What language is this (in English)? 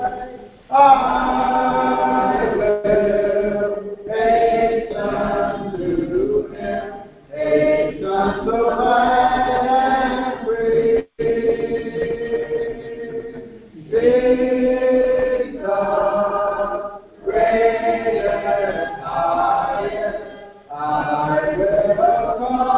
English